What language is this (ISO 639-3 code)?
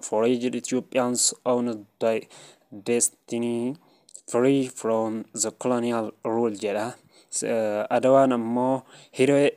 orm